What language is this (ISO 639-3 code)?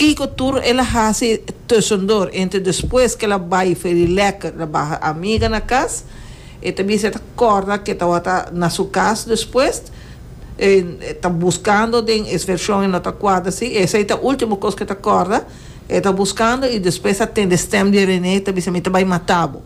pap